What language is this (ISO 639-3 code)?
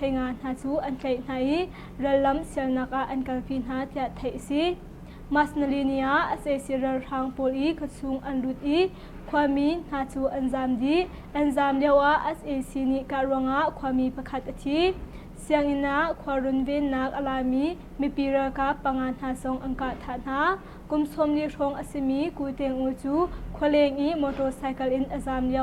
cnh